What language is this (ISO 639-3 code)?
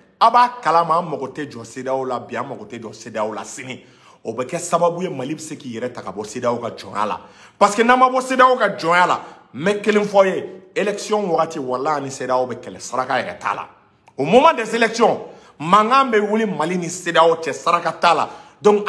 bam